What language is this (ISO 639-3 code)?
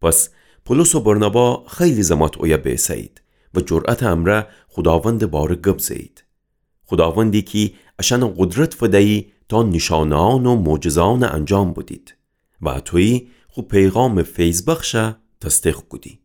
glk